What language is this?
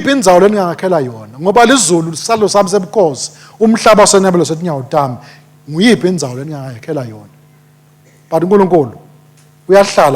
Swati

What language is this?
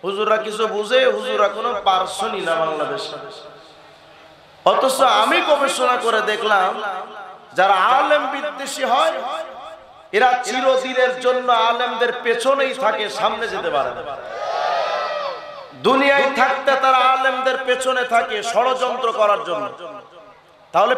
Bangla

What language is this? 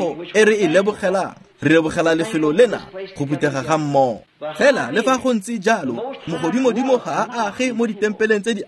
Tswana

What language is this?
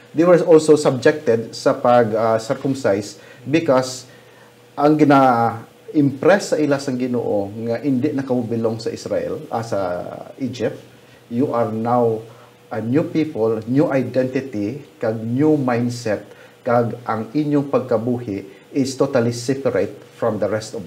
Hiligaynon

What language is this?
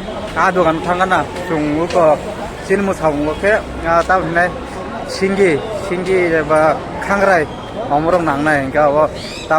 Kok Borok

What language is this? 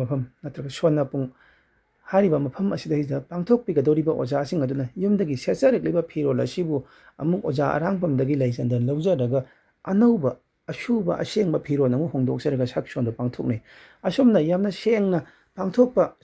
Manipuri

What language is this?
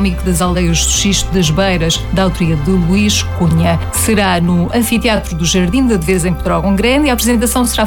Portuguese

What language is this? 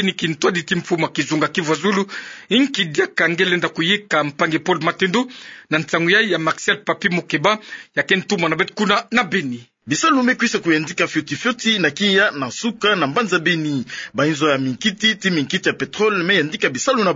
Kituba (Democratic Republic of Congo)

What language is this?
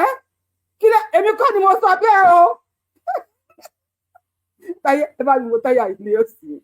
Yoruba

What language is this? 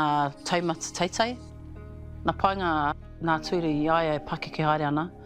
Māori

